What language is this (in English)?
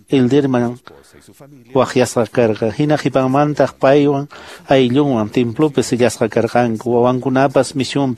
Quechua